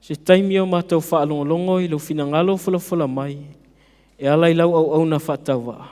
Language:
Samoan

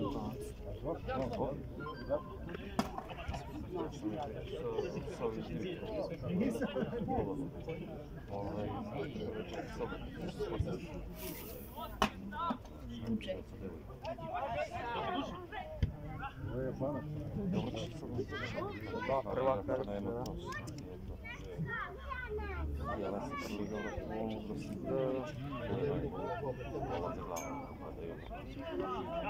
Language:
Serbian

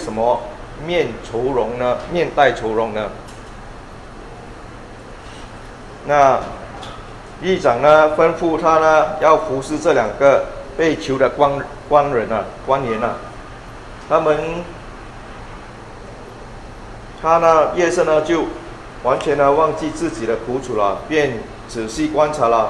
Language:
Chinese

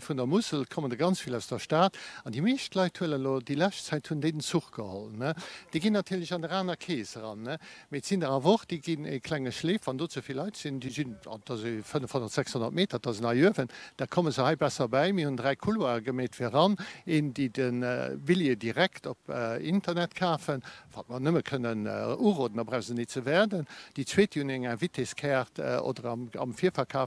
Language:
Luxembourgish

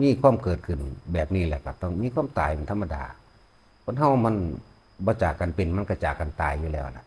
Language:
Northeastern Thai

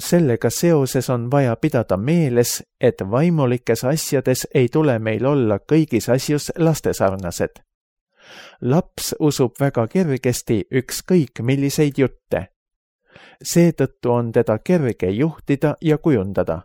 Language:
Estonian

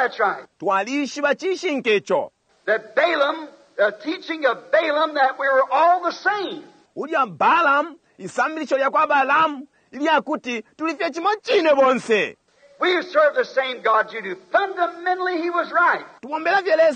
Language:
Bemba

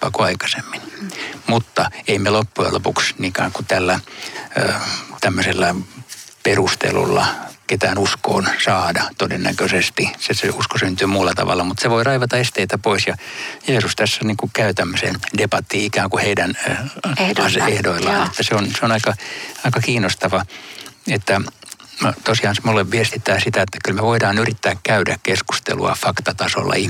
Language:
Finnish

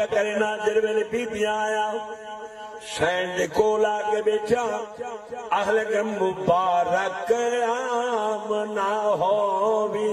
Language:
Saraiki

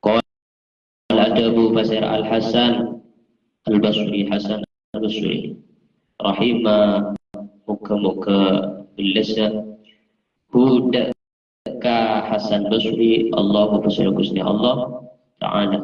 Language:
Madurese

